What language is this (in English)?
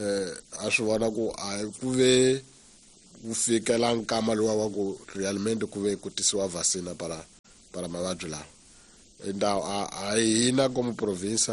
Tsonga